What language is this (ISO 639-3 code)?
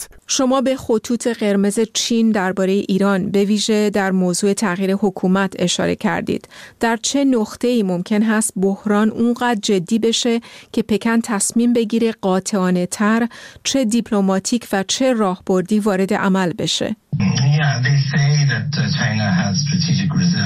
fas